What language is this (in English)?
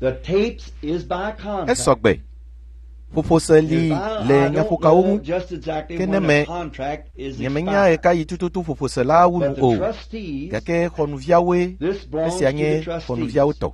Ewe